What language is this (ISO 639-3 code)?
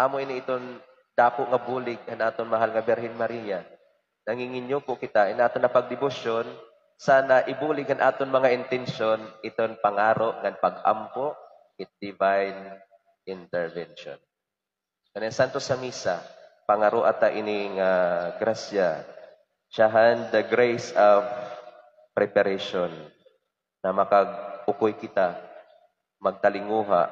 war